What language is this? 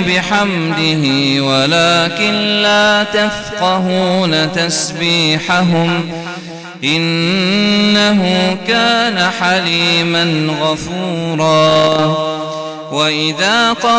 Arabic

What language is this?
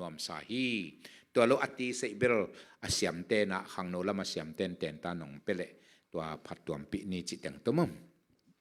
Tedim Chin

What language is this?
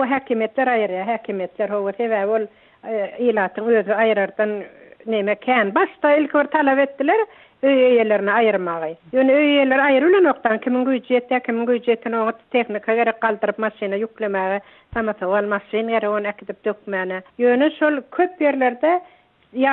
Turkmen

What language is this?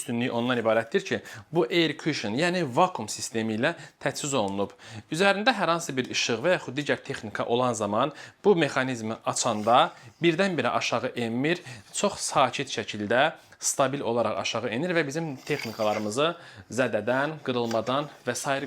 Azerbaijani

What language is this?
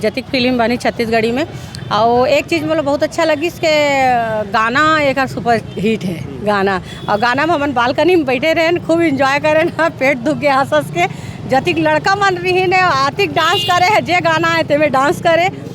Chhattisgarhi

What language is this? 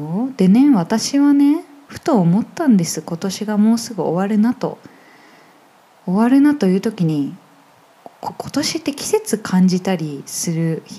Japanese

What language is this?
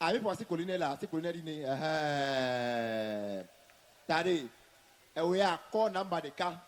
Ewe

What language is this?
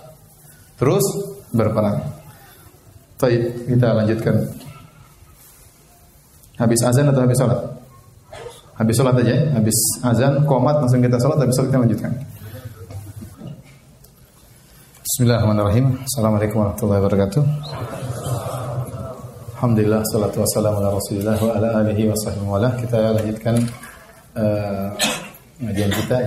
Indonesian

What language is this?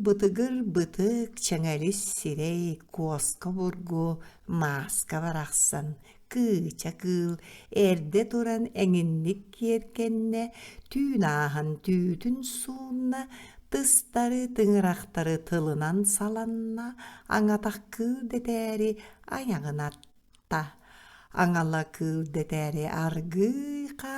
Yakut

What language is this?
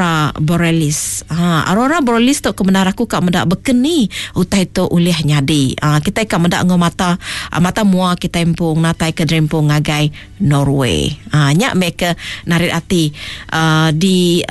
Iban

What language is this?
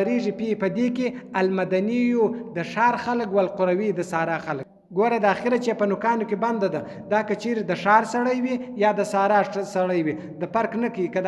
Pashto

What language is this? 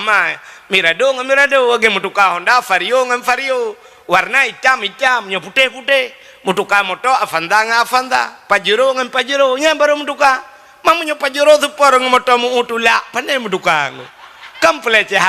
Achinese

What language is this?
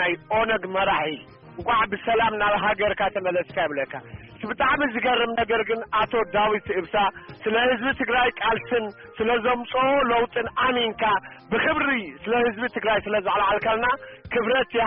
Tigrinya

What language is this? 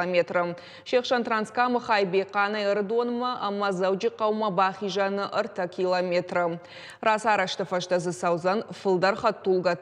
Ossetic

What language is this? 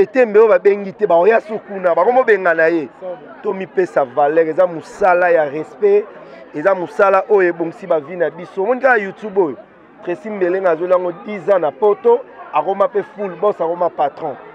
Lingala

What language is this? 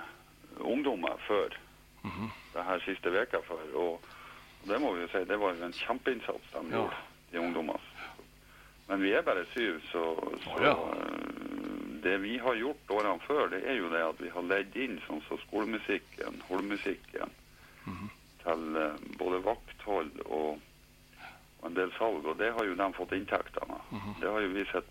Norwegian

